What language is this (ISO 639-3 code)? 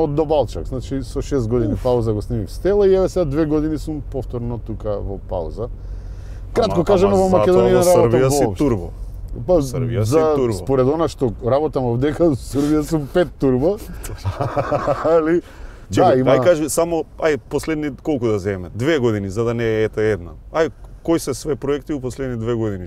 mkd